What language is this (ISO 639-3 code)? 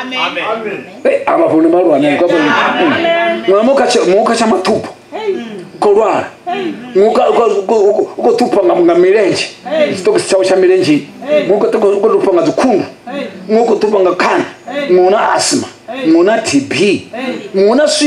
ven